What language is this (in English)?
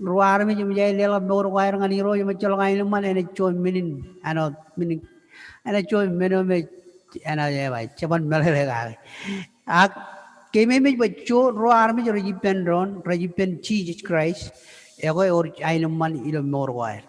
Marshallese